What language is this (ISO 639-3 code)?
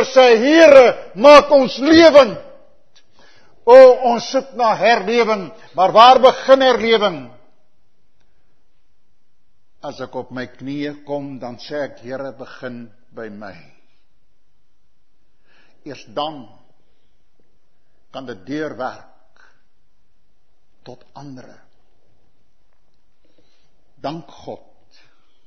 afr